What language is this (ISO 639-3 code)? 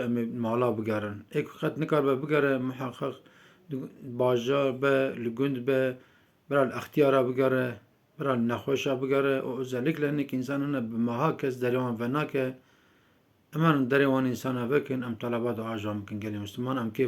kur